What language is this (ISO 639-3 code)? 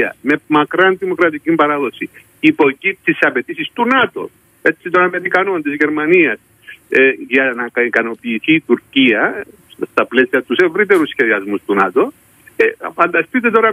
ell